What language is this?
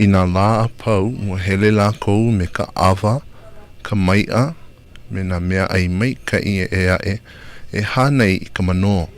Hawaiian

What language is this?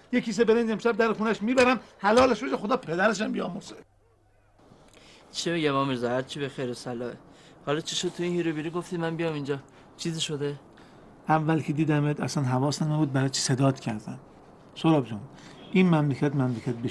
Persian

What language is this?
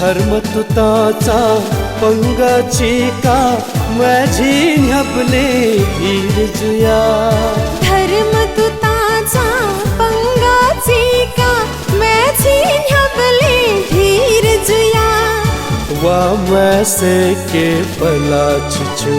Newari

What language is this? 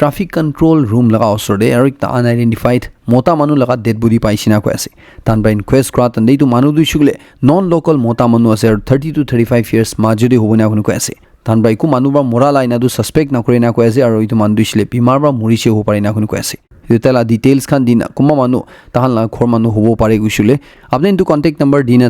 Naga Pidgin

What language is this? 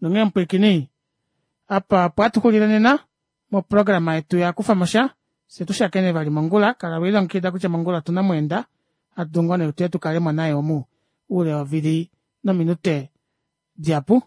Kuanyama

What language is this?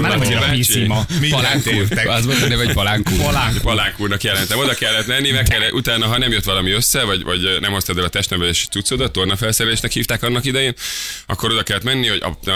Hungarian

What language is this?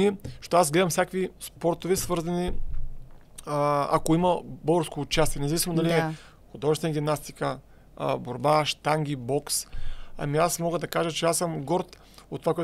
Bulgarian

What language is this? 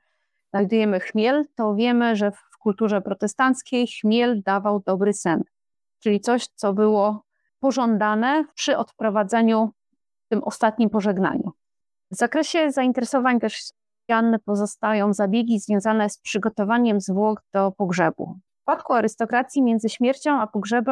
Polish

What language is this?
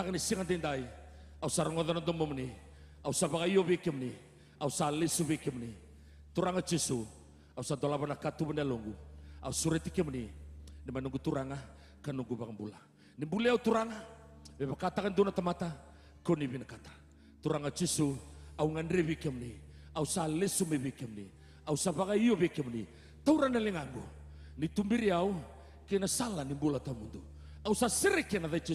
Fijian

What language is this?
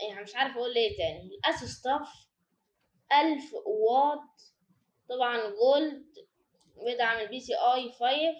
Egyptian Arabic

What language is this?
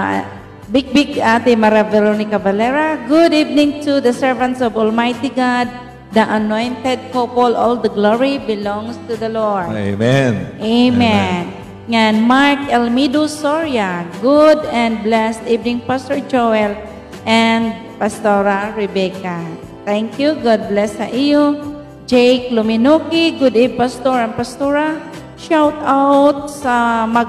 Waray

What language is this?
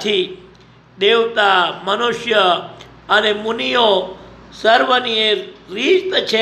Gujarati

